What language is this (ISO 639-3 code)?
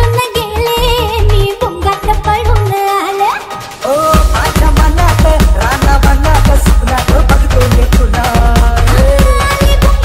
mar